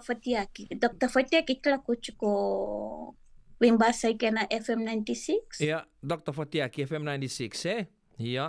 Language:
Fijian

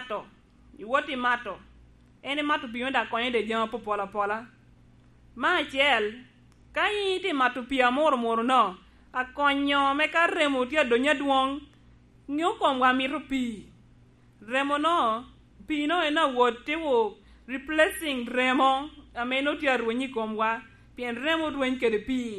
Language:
Lango (Uganda)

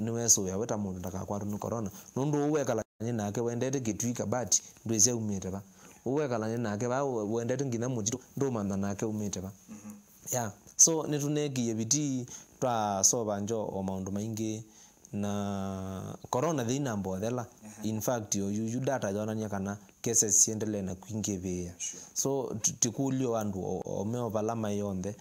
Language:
Kamba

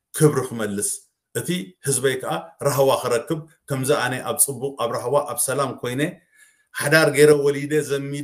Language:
Tigrinya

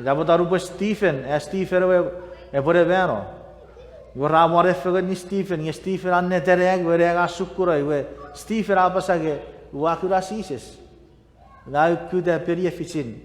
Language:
Chuukese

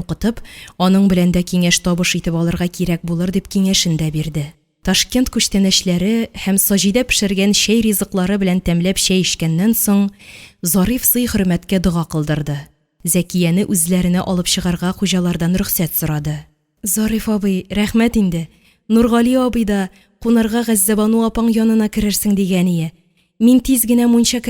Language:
Tatar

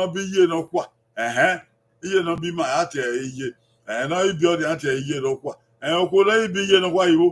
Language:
Bini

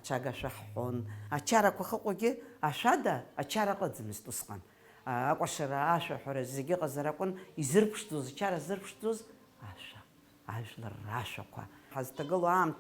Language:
Abkhazian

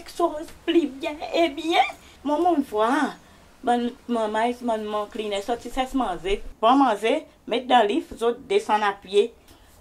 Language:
Seselwa Creole French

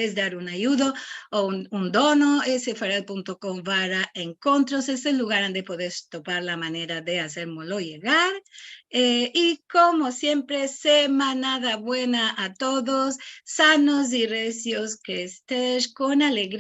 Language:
Ladino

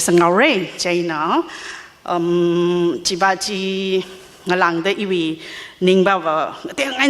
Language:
Tangkhul Naga (India)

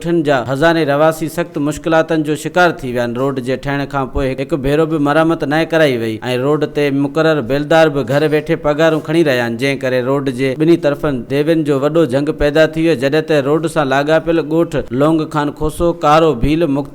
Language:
Sindhi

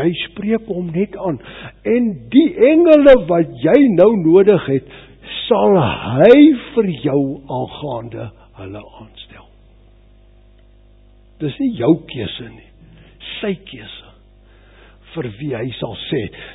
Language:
Afrikaans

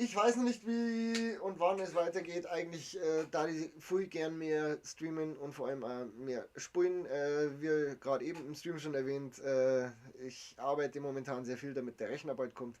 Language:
Bavarian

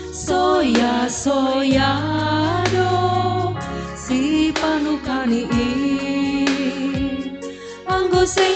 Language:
Batak Simalungun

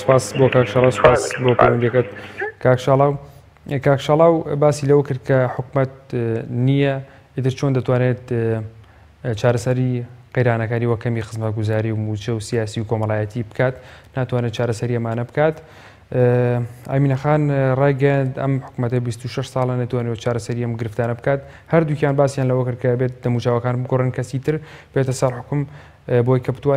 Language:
Central Kurdish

